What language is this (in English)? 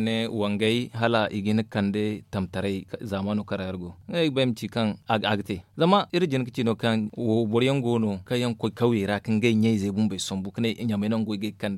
Zarma